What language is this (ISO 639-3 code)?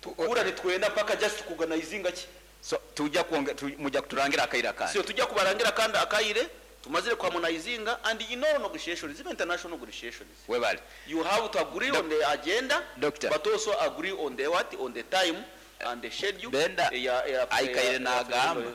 nyn